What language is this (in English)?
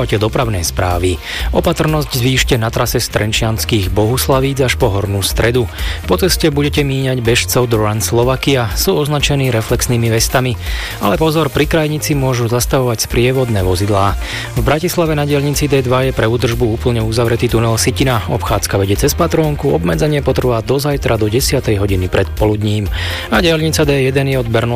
Slovak